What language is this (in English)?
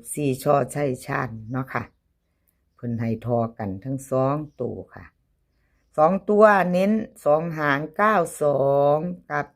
Northeastern Thai